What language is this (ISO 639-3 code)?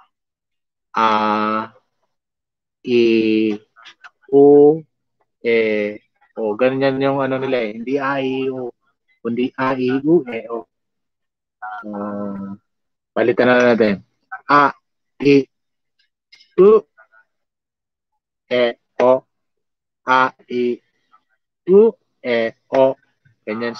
fil